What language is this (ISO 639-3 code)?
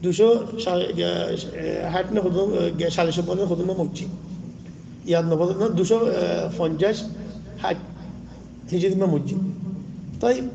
rhg